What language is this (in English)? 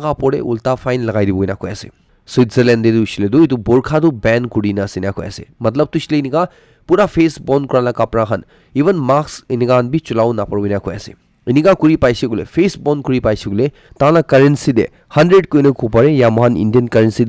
Naga Pidgin